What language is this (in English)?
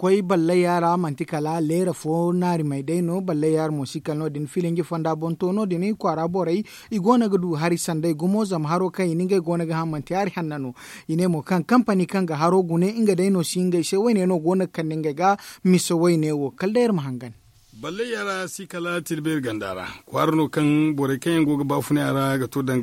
Zarma